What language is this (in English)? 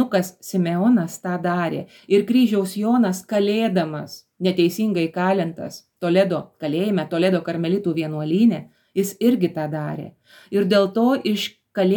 Lithuanian